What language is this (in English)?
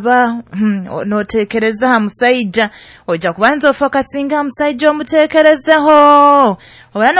Nyoro